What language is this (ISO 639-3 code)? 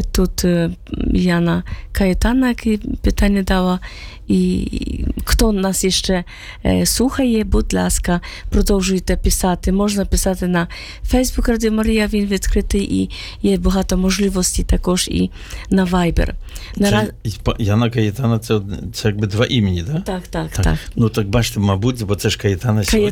ukr